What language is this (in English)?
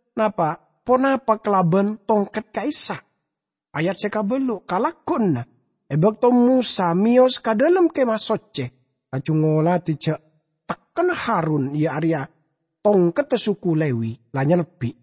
Madurese